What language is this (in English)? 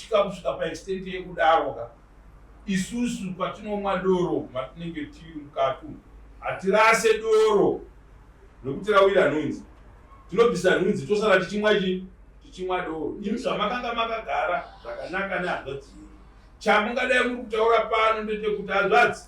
Shona